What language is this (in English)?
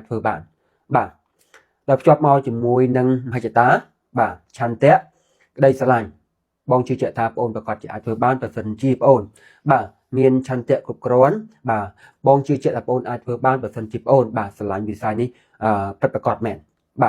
Khmer